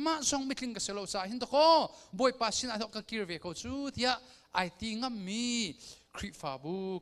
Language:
Hakha Chin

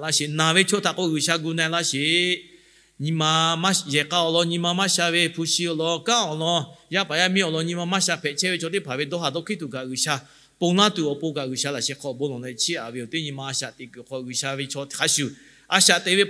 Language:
Lahu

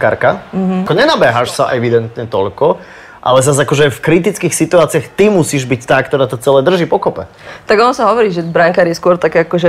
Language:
Slovak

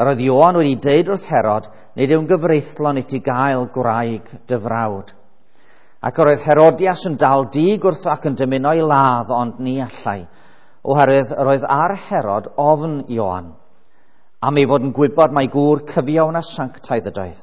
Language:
Welsh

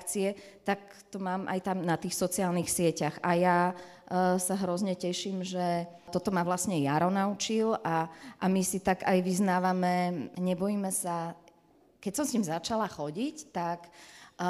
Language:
Slovak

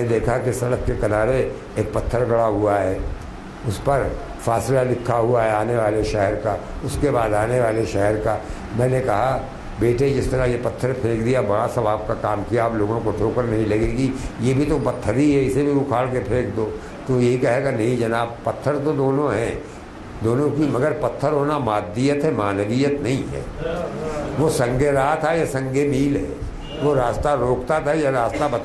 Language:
Urdu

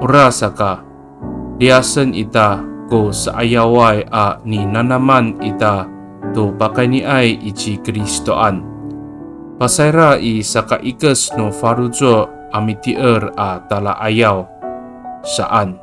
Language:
Amis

